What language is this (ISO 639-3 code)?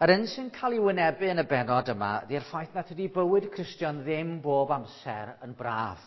cym